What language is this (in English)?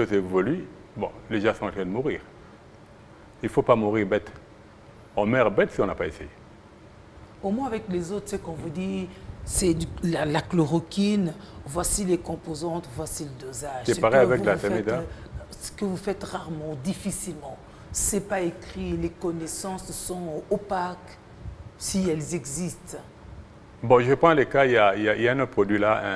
French